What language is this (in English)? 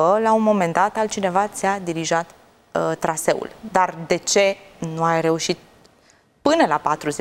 Romanian